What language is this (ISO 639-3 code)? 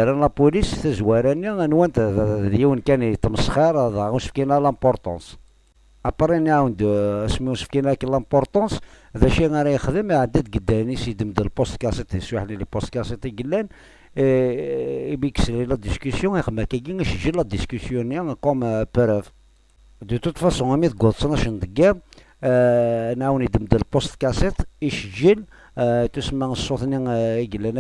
kab